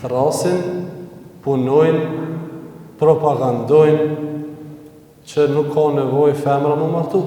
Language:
Albanian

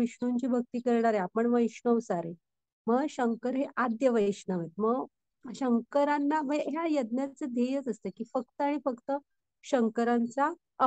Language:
Marathi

